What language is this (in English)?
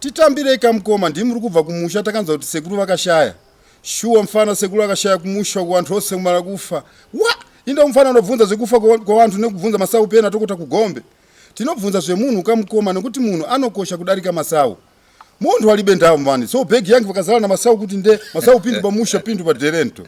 Shona